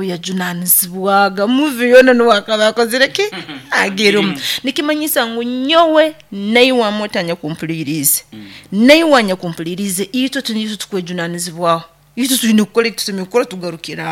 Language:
Nyoro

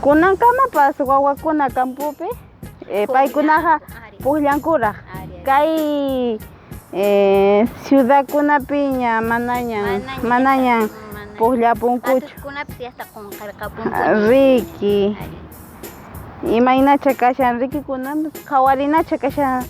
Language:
Quechua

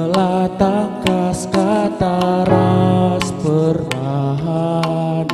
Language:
Batak Karo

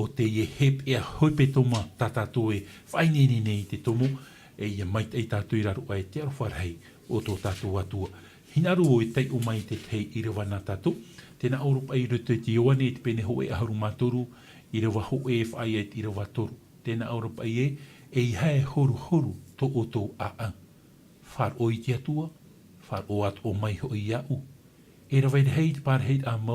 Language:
Tahitian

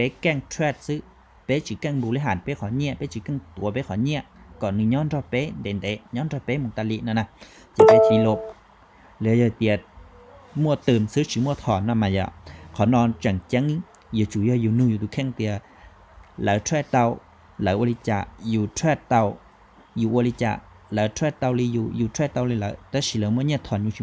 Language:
Hmong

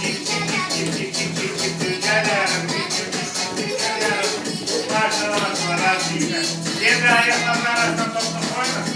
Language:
Crimean Tatar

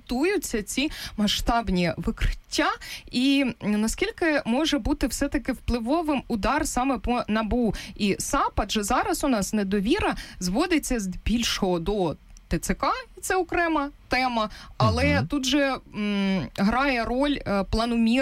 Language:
Ukrainian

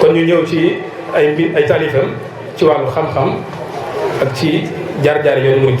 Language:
Wolof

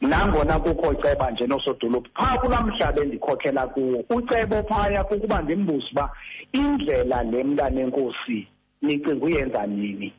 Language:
Xhosa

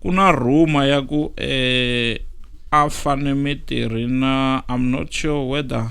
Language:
Tsonga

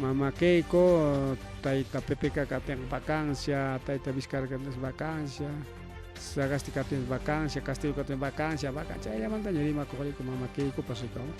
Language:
Ayacucho Quechua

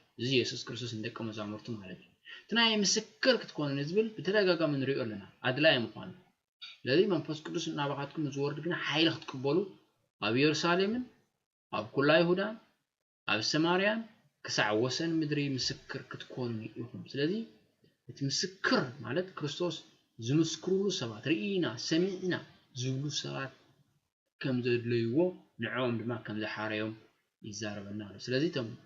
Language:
Tigrinya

